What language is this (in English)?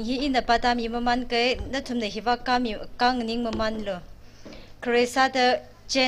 Tangkhul Naga (India)